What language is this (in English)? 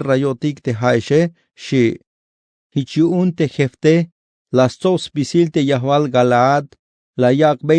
Tzeltal